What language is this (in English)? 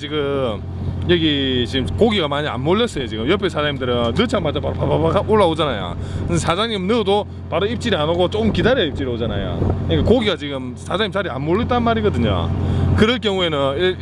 Korean